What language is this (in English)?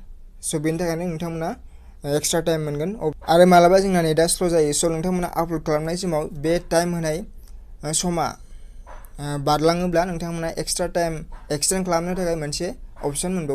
Bodo